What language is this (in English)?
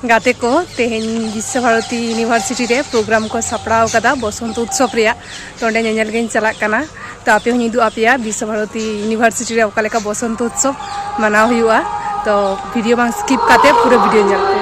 Santali